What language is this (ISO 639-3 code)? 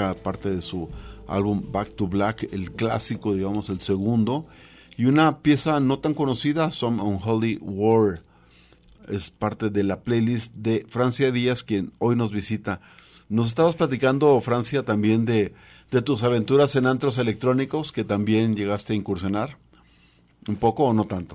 spa